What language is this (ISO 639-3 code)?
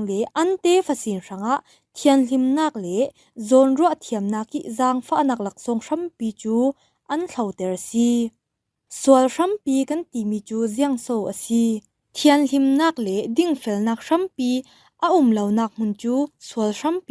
cfm